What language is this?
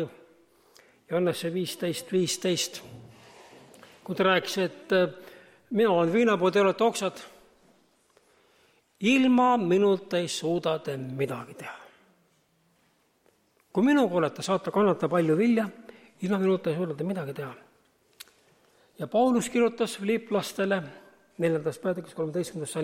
Estonian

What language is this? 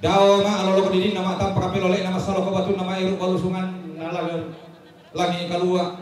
Toraja-Sa'dan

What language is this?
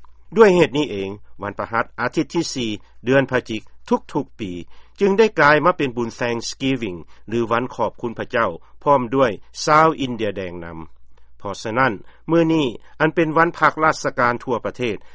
Lao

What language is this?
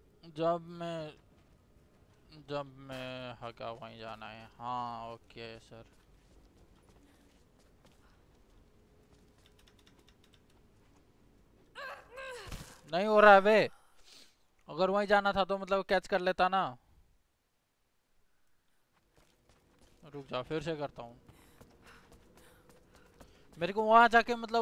Hindi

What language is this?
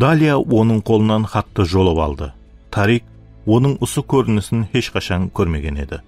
Kara-Kalpak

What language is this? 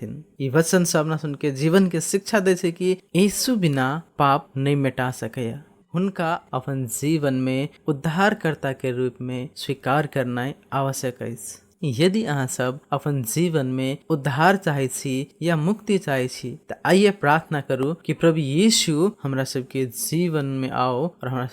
Maithili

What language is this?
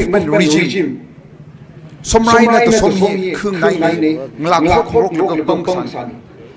Tangkhul Naga (India)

